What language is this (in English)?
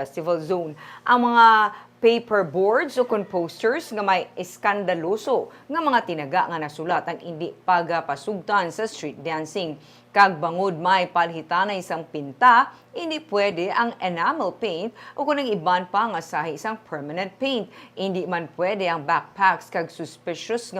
Hiligaynon